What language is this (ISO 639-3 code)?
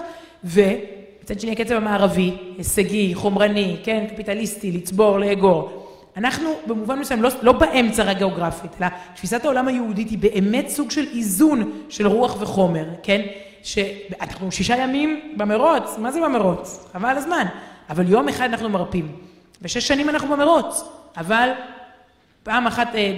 heb